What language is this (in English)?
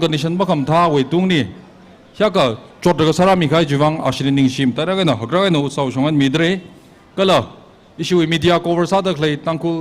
Tangkhul Naga (India)